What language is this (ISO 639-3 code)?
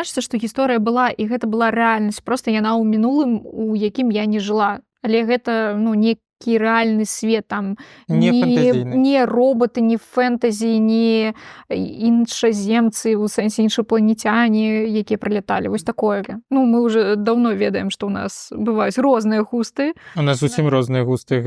bel